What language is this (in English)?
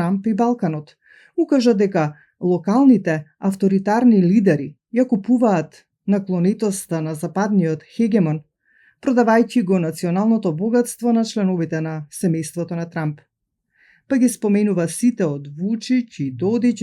Macedonian